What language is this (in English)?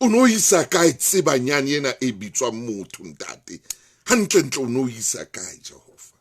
Southern Sotho